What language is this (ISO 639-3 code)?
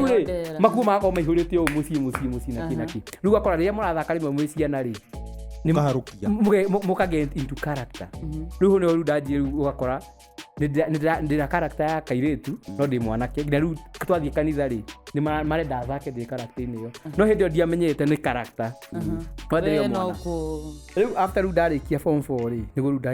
kik